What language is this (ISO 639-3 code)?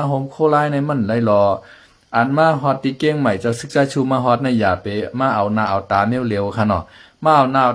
shn